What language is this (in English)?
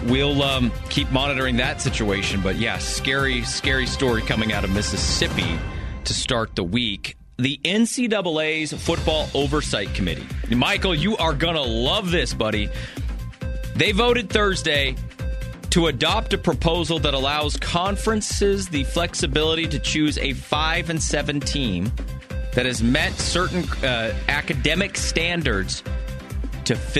English